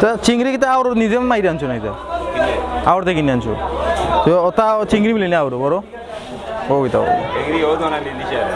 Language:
Sylheti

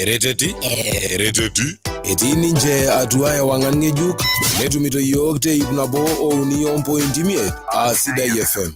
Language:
Masai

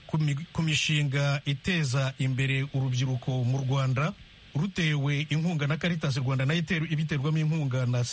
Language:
Kinyarwanda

